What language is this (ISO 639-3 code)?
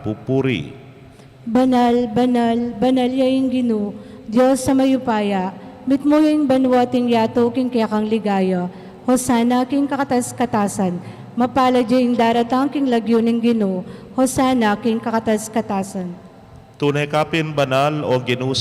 pam